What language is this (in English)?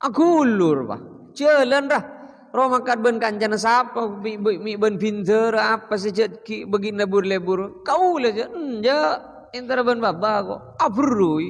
Madurese